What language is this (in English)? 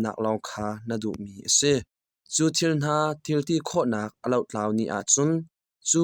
Hakha Chin